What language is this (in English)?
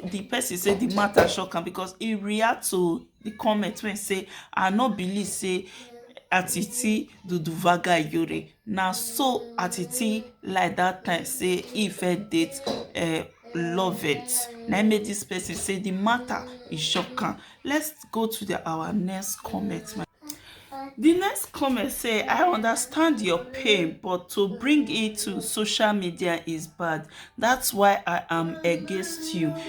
Nigerian Pidgin